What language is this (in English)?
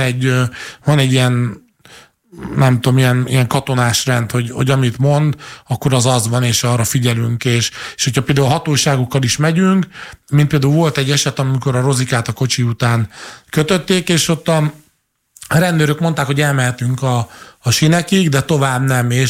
Hungarian